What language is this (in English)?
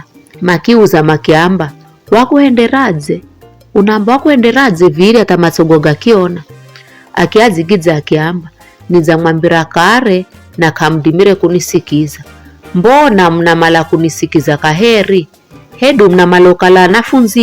Giryama